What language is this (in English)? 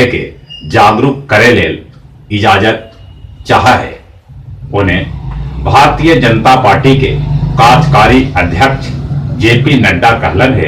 Magahi